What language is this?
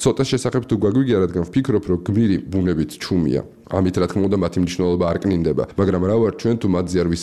Georgian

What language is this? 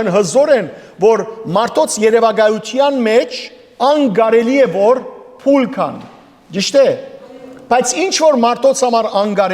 Western Armenian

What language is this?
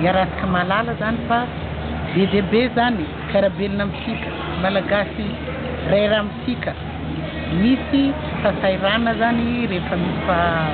Malagasy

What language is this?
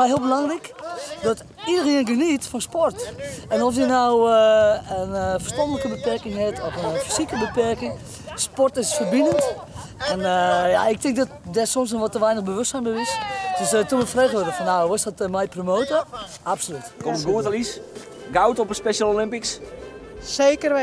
Western Frisian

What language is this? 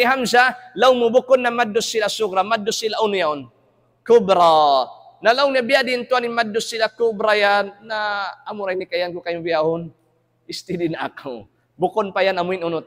Tausug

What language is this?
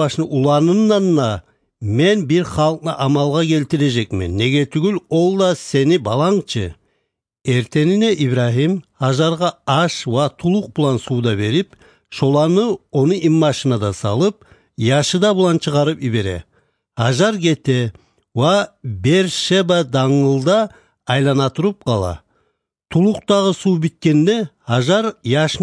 Kumyk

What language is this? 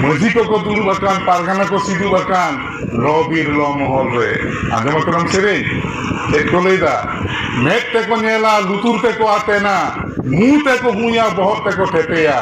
Santali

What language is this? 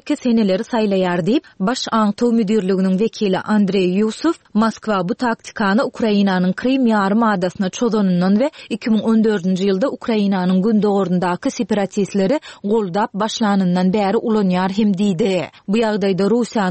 Turkmen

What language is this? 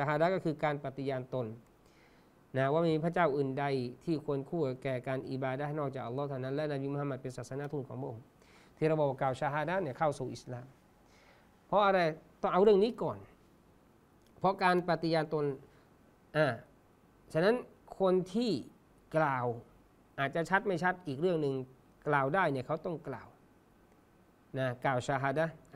Thai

